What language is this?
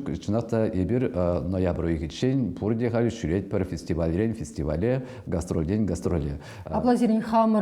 Chuvash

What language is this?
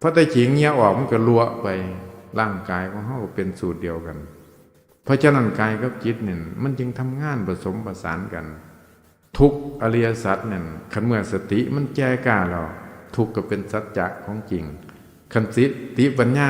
Northeastern Thai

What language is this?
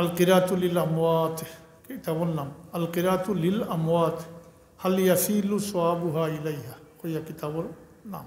Sylheti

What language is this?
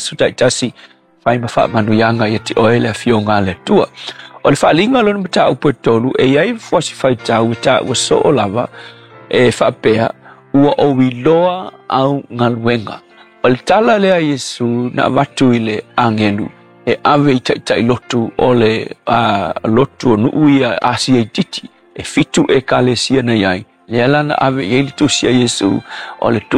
Samoan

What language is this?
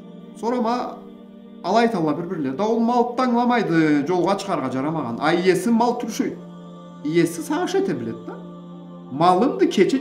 Karachay-Balkar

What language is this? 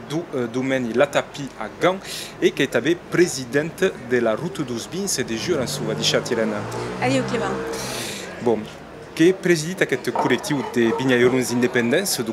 Occitan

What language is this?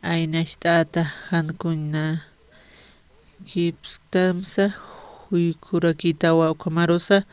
Aymara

